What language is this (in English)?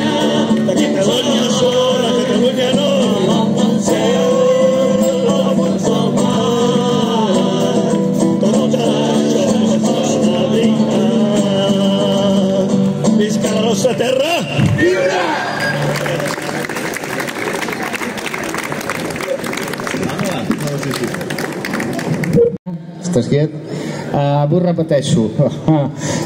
Catalan